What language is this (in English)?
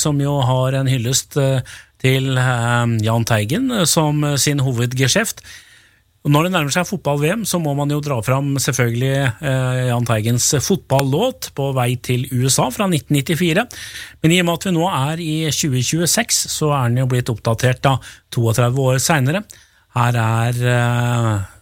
Norwegian